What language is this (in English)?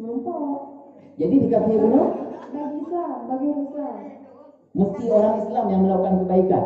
Achinese